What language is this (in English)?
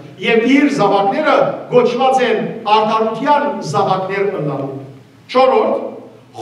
Western Armenian